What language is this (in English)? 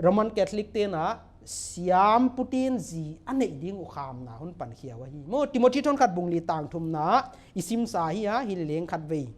Paite Chin